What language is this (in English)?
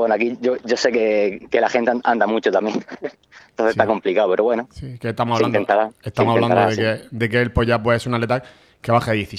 Spanish